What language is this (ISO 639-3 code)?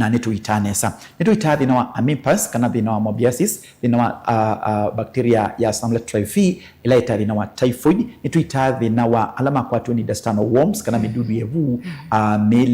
kam